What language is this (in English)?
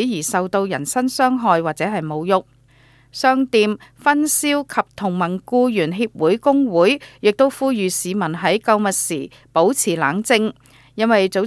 Cantonese